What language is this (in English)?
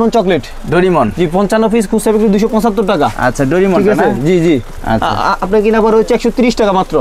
Bangla